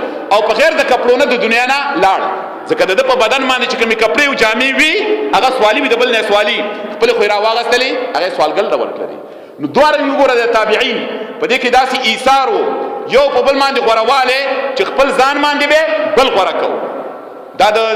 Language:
Pashto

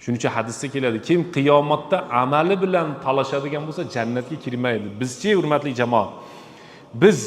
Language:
Uzbek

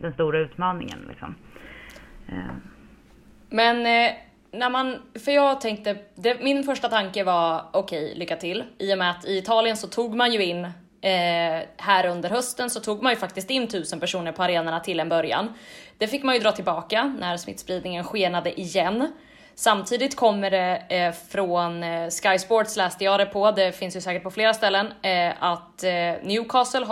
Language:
Swedish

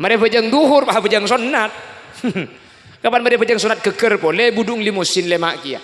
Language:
Madurese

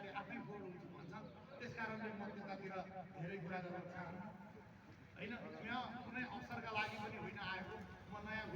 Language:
Nepali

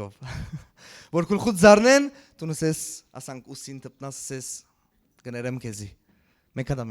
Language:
Western Armenian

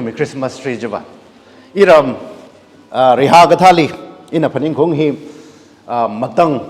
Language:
Tangkhul Naga (India)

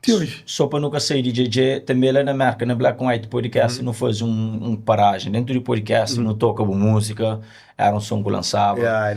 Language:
Kabuverdianu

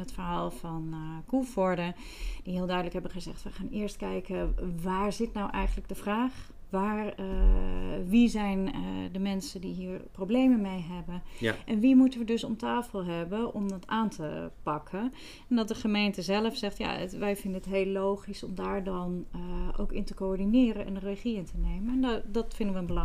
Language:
Dutch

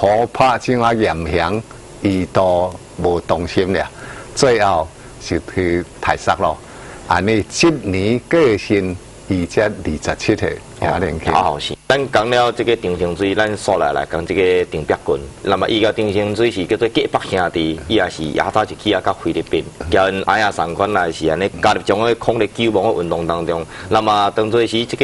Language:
Min Nan Chinese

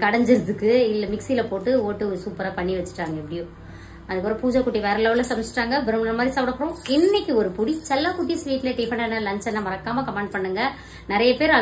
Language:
Tamil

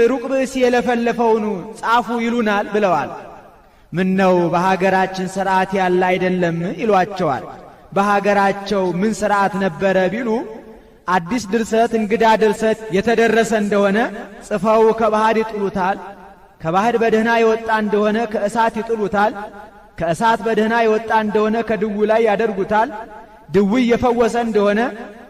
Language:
Amharic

